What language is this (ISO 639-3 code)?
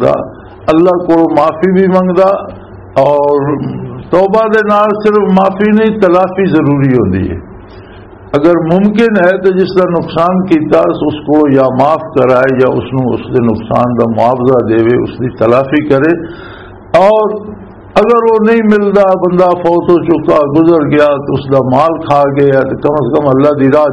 lah